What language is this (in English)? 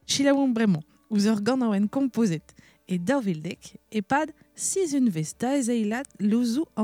Breton